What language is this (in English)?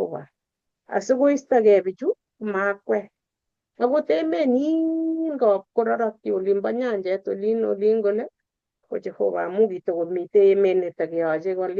Kalenjin